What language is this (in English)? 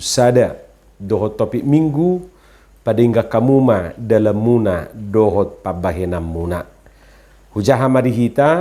Batak Toba